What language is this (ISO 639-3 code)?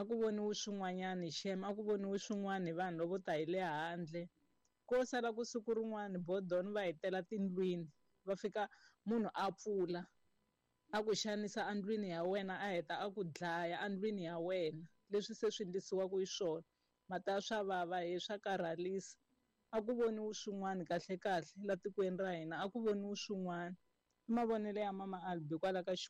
tso